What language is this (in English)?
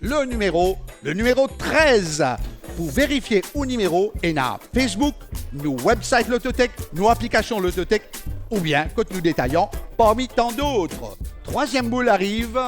Morisyen